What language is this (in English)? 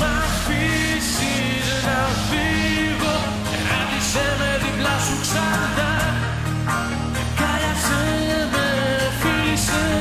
Greek